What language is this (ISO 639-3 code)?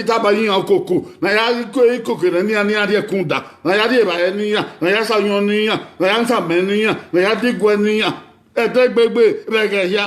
bin